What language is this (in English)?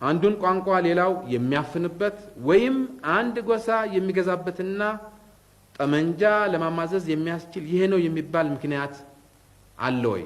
Amharic